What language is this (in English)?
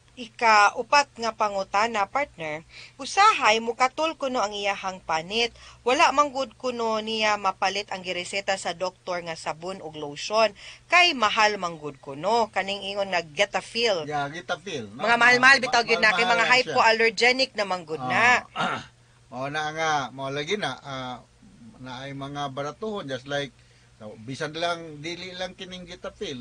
Cebuano